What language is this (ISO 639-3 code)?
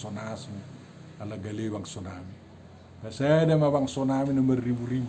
bbc